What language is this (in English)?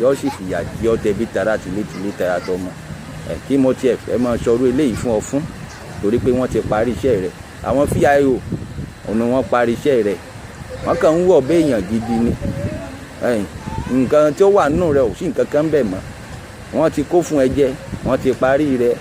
Yoruba